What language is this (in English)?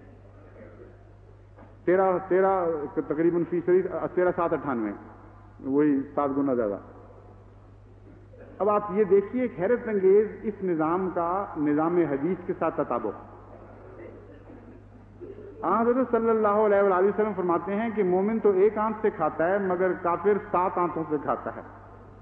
Urdu